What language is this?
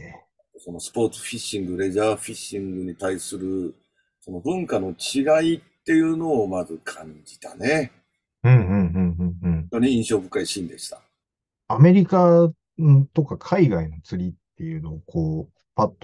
Japanese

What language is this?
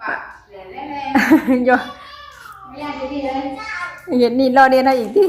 Northeastern Thai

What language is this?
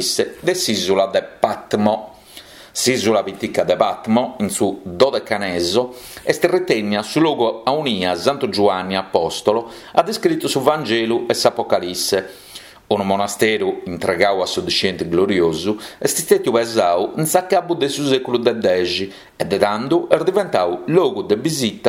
Sardinian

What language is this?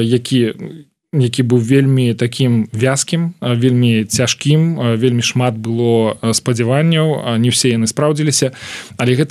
Belarusian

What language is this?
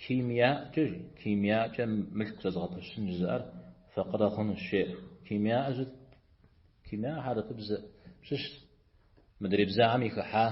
Kabardian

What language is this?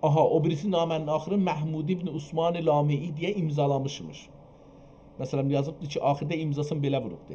South Azerbaijani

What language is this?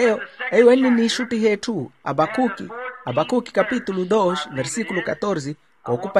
Makhuwa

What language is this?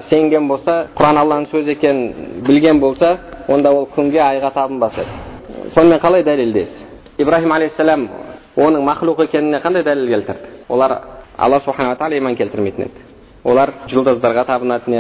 Kazakh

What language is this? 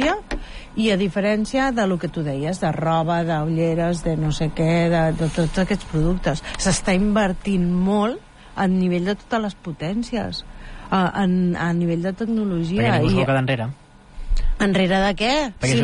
Catalan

